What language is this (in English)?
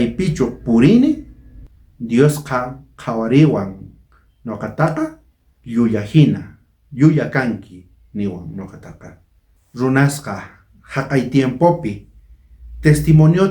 South Bolivian Quechua